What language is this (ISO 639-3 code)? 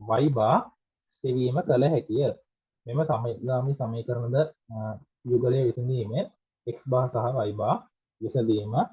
sin